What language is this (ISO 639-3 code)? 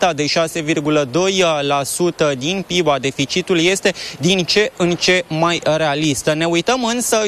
ron